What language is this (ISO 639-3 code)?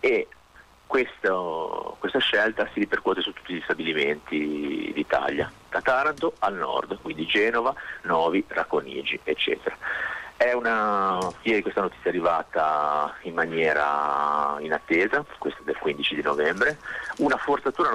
ita